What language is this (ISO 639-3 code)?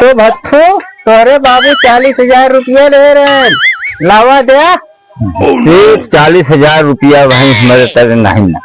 awa